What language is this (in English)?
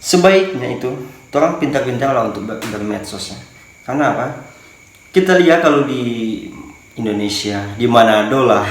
Manado Malay